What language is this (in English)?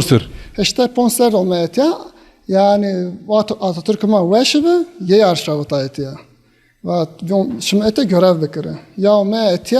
Zaza